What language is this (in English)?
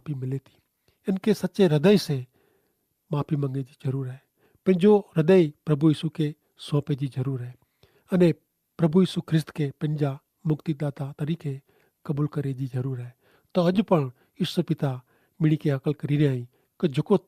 Kachhi